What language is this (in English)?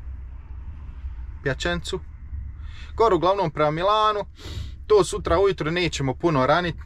Croatian